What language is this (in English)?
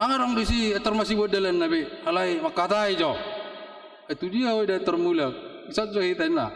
Batak Toba